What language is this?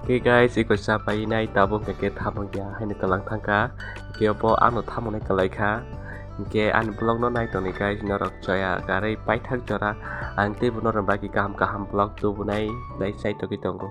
Kok Borok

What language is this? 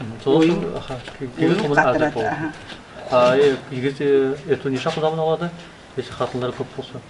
Nogai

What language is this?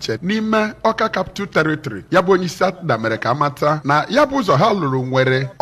Igbo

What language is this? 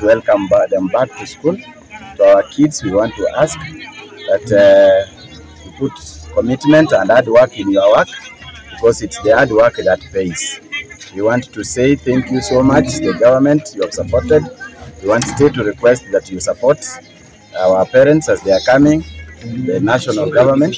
Gusii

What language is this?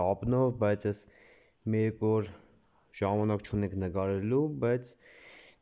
Armenian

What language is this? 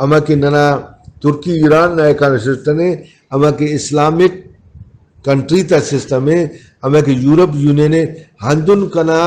Brahui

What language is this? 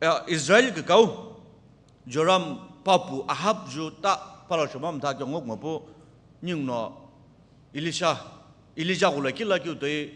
Sumi Naga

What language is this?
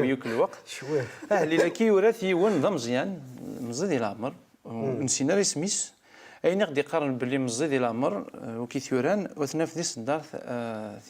Kabyle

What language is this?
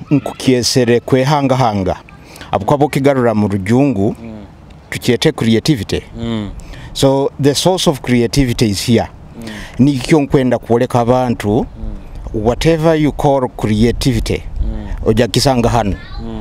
Nyoro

